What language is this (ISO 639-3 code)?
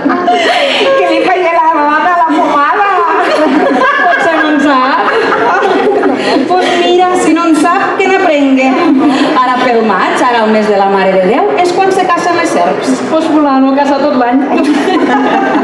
cat